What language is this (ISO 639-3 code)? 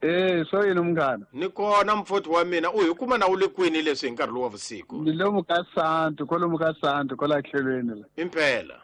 tso